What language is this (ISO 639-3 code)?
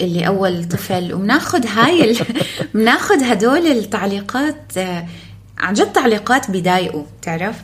apc